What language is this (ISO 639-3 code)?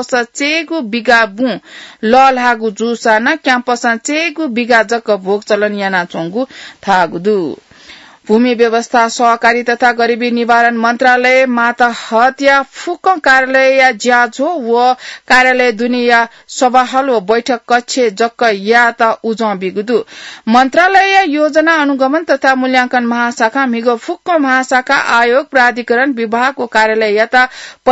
new